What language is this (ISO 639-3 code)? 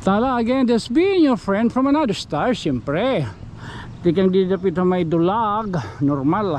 war